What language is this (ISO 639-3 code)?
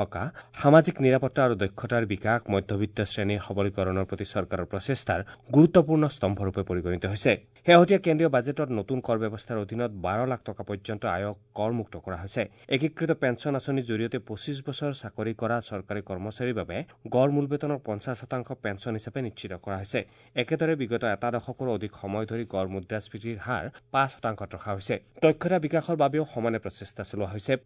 asm